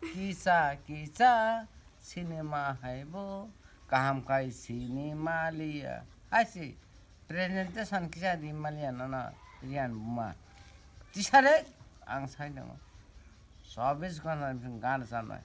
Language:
Kok Borok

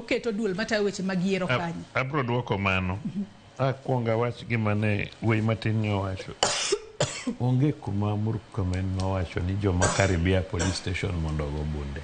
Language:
Luo (Kenya and Tanzania)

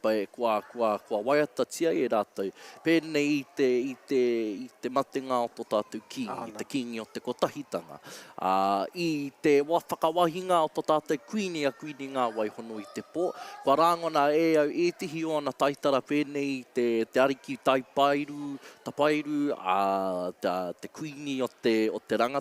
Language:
Māori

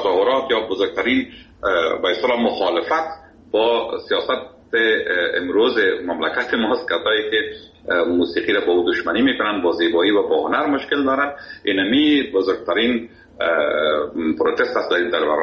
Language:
Persian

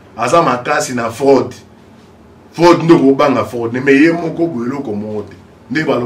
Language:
Lingala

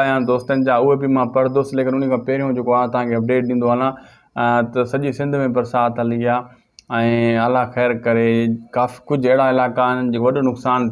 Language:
Sindhi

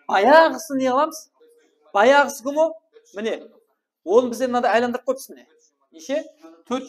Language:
Kara-Kalpak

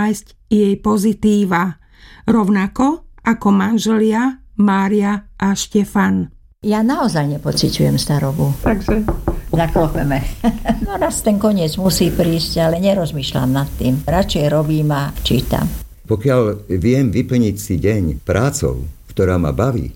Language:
Slovak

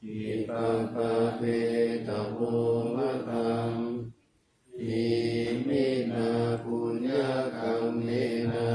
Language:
Pali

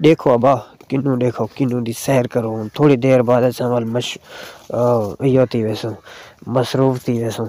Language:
Saraiki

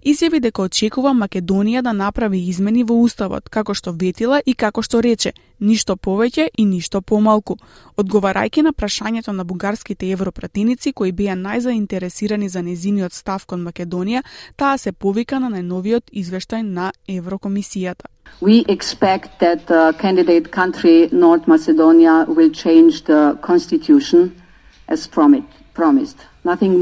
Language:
Macedonian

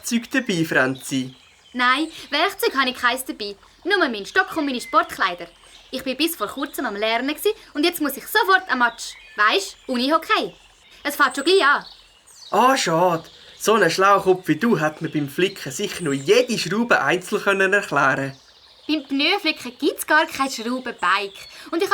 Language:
Swiss German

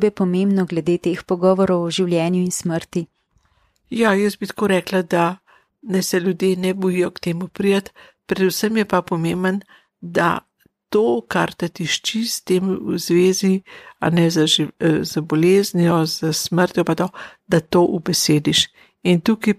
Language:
Slovenian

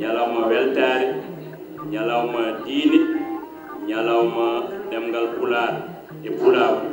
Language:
Fula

